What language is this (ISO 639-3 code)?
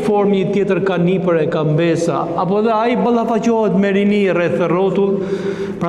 sqi